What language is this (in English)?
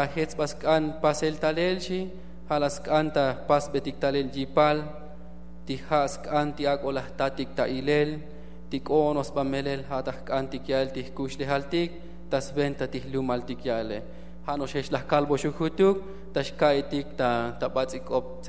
Tzotzil